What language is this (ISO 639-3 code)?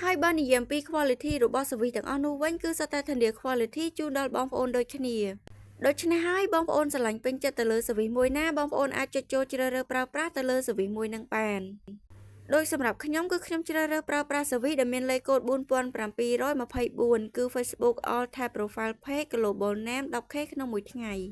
khm